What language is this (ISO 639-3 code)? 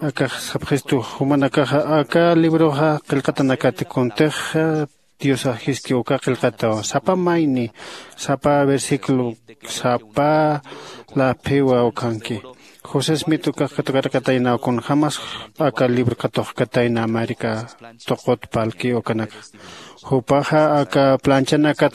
aym